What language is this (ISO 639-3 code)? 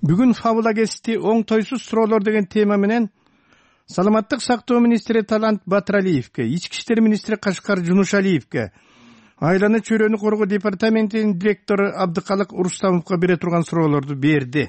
kir